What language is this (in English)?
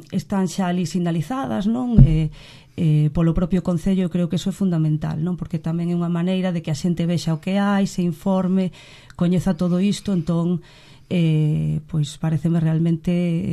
Galician